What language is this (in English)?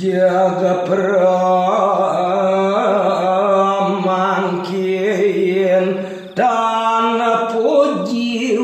Balinese